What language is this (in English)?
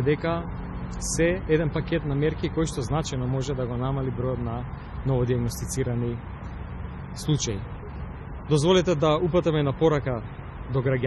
Macedonian